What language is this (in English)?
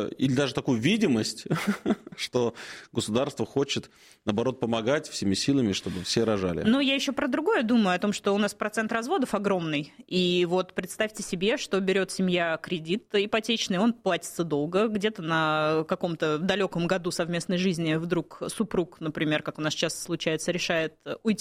Russian